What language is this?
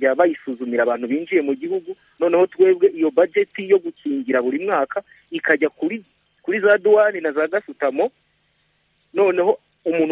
Kinyarwanda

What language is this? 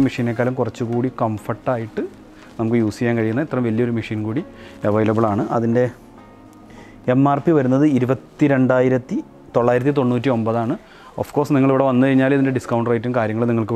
Malayalam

